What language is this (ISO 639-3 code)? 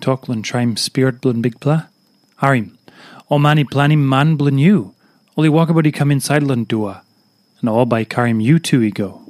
tpi